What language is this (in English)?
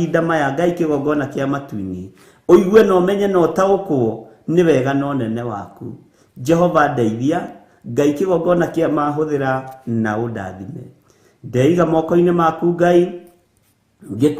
Kikuyu